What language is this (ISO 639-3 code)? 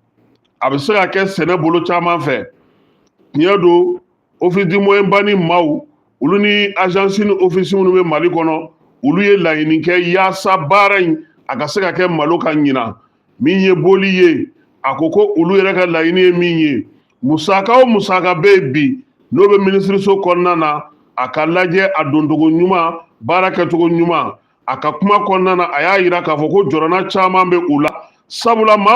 bam